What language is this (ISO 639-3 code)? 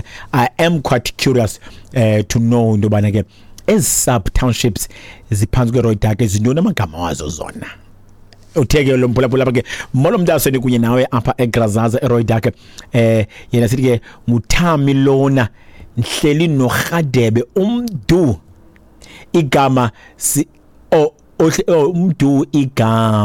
xho